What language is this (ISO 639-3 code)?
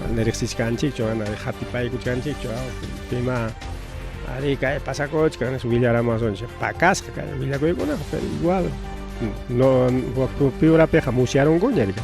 quy